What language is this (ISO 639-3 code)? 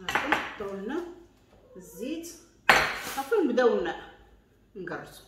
ary